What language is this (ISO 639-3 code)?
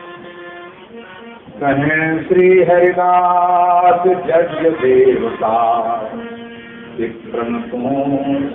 hin